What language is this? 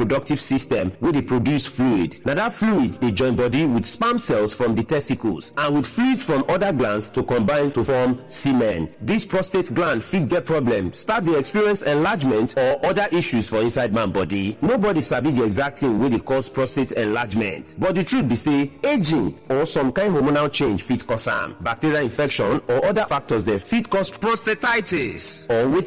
Nigerian Pidgin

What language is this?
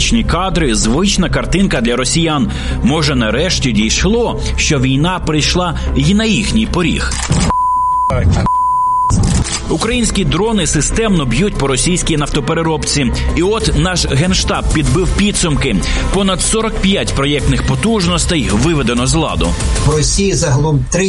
Ukrainian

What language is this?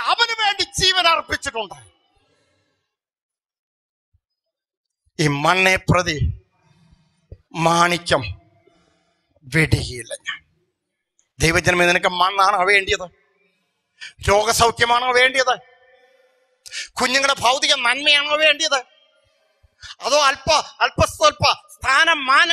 Malayalam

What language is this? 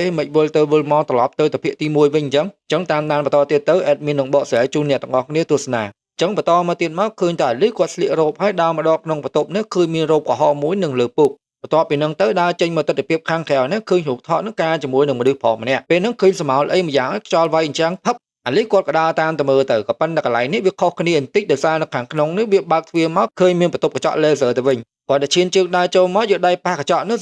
Khmer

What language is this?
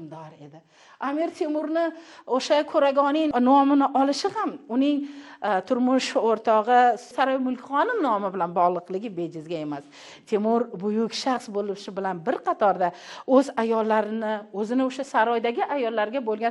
Uzbek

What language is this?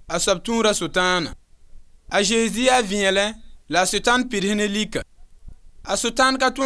Mossi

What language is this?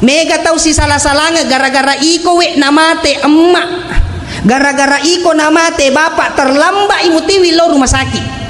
Buginese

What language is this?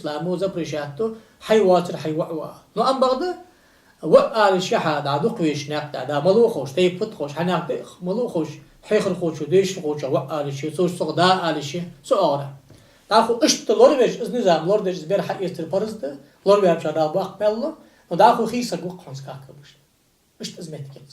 Ingush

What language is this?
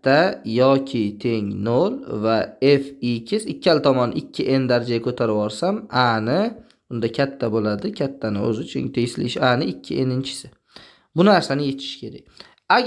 Uzbek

